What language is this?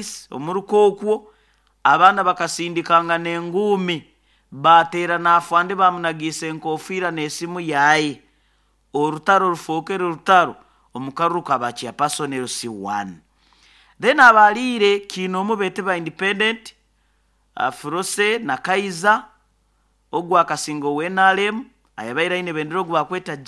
Nyoro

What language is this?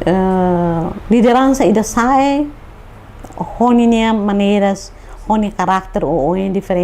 Tetum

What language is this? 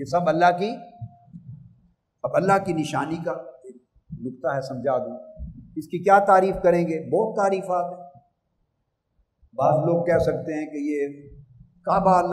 Urdu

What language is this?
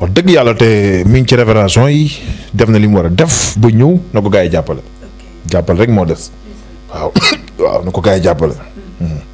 Wolof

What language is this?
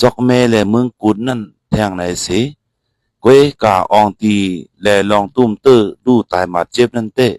Shan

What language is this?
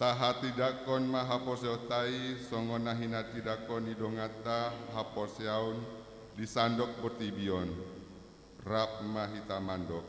Batak Toba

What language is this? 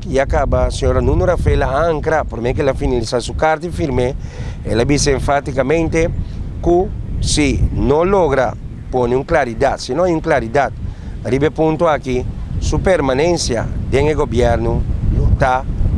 Papiamento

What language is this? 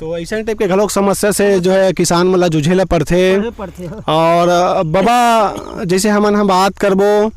Chhattisgarhi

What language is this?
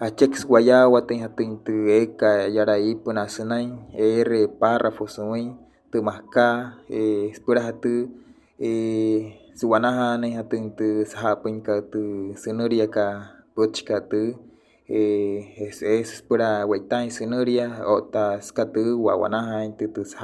Wayuu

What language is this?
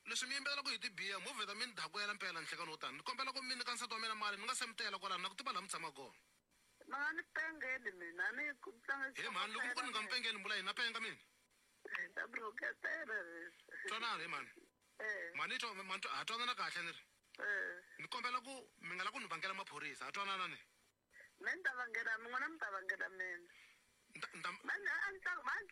Tsonga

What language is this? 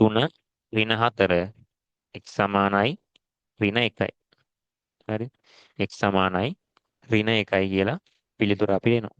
Sinhala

